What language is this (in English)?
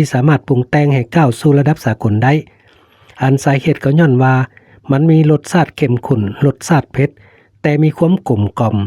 Lao